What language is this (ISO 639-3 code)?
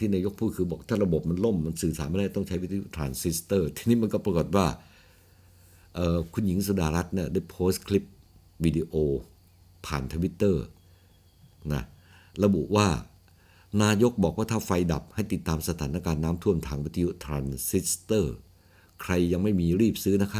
tha